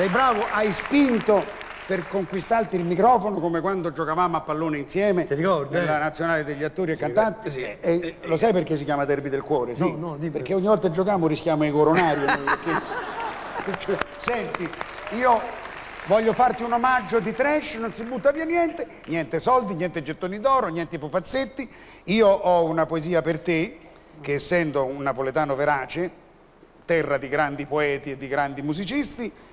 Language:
Italian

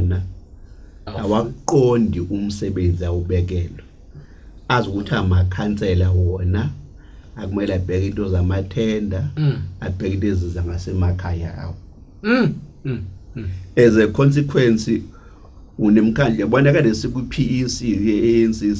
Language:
Zulu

